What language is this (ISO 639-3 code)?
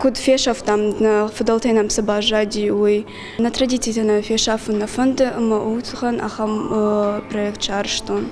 oss